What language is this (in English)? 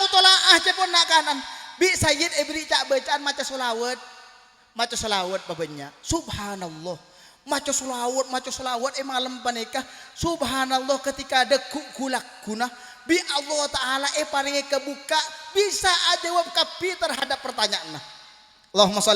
Madurese